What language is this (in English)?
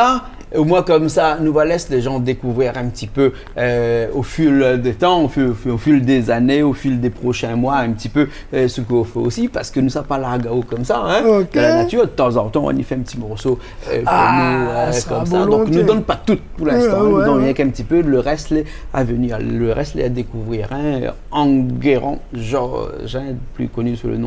Réunion Creole French